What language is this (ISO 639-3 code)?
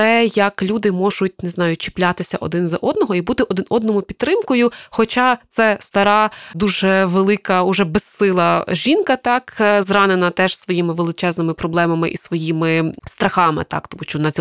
ukr